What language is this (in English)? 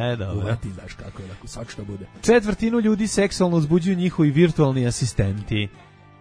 Serbian